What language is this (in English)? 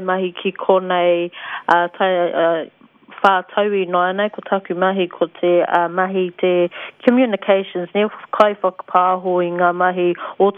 Māori